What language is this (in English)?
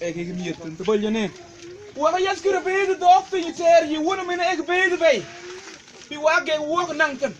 Mabaan